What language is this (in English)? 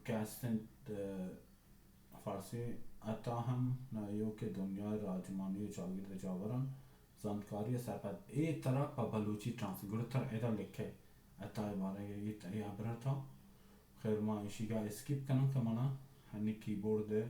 Baluchi